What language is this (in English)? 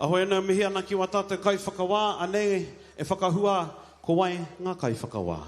Māori